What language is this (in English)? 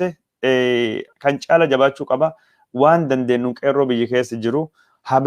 Oromo